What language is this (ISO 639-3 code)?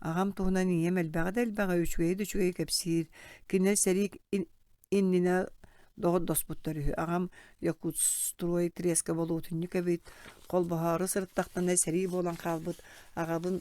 sah